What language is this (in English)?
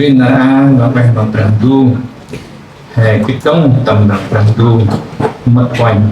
Central Mnong